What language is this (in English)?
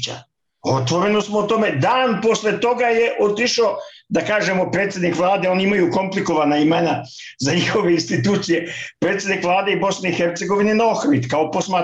Serbian